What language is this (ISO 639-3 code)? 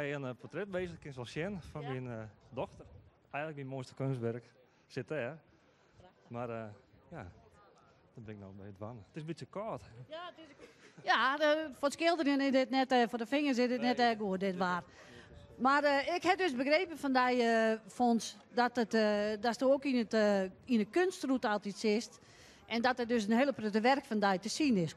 fry